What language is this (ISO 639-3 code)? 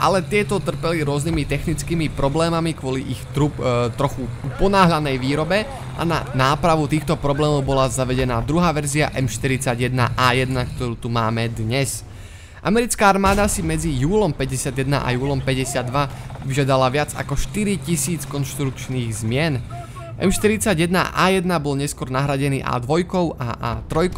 slk